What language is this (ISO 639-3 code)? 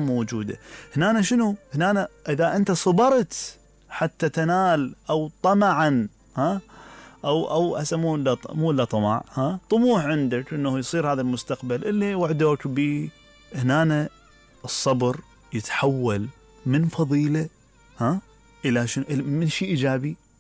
acm